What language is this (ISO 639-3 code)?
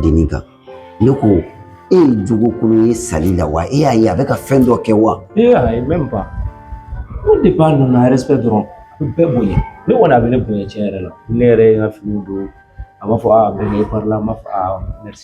bam